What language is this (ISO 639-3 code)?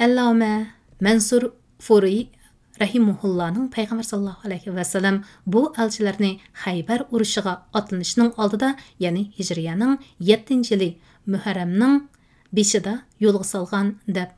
uig